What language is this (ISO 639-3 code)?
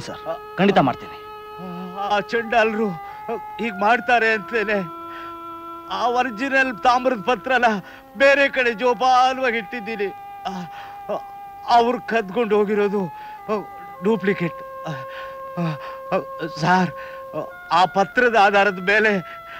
kan